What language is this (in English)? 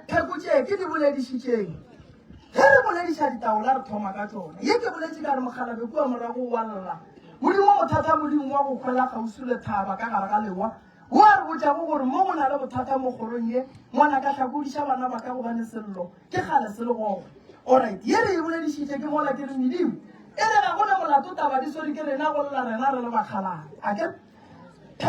Northern Sotho